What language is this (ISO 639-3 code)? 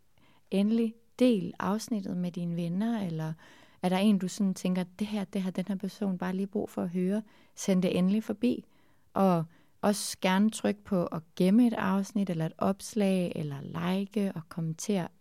dan